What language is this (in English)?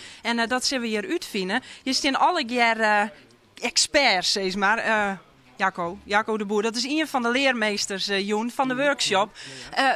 Western Frisian